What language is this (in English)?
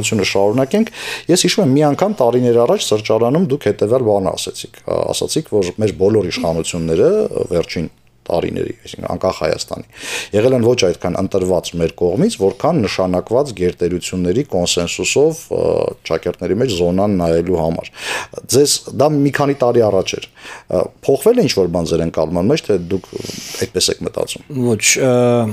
Armenian